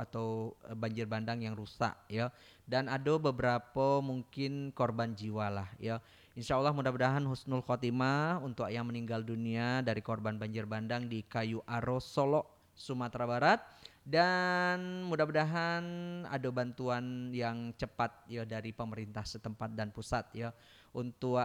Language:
Minangkabau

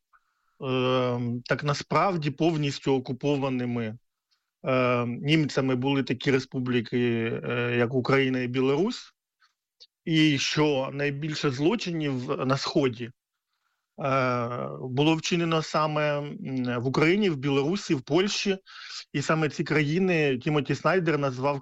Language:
Ukrainian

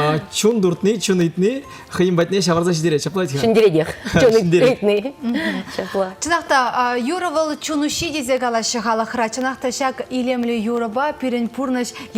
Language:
Chuvash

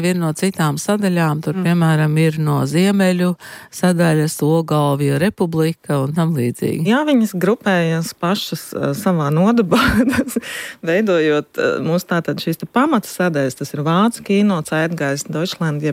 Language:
Latvian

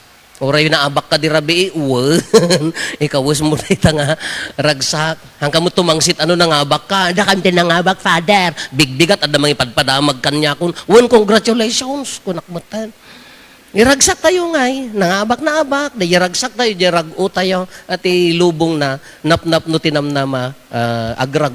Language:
Iloko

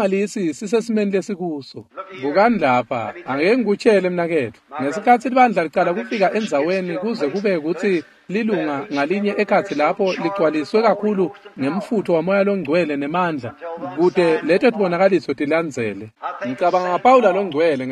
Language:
Swati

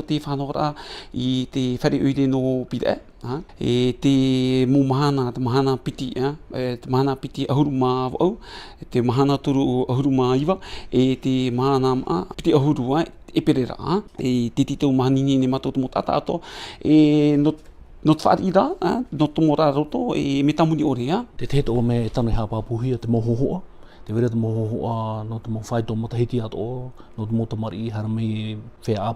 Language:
Tahitian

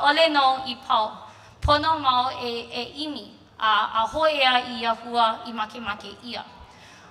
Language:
Hawaiian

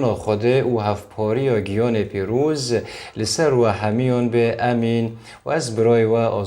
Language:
Kurdish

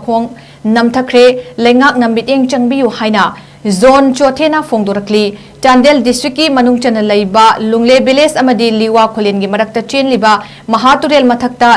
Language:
Manipuri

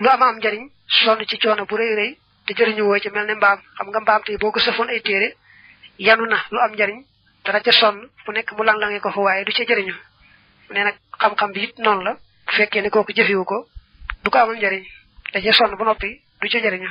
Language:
Wolof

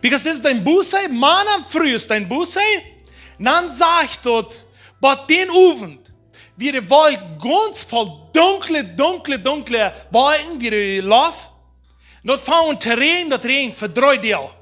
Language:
Plautdietsch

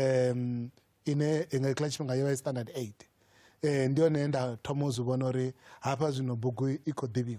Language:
Venda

